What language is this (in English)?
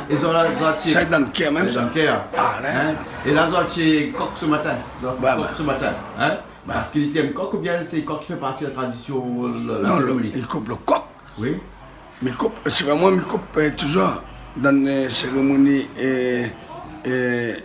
Réunion Creole French